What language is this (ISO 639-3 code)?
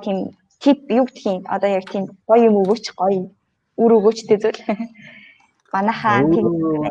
mon